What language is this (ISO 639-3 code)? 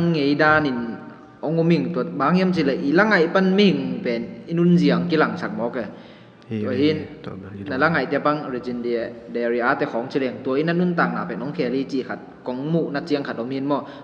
ctd